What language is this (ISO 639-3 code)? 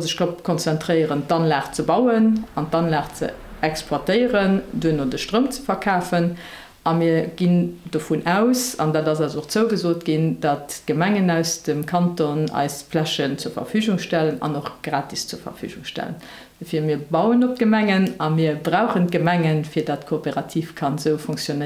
ltz